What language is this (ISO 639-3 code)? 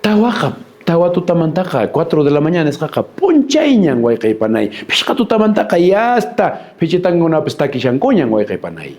que